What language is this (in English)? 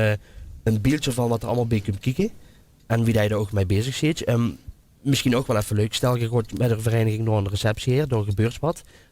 Limburgish